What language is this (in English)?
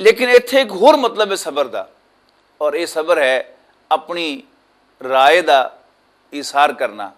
Western Panjabi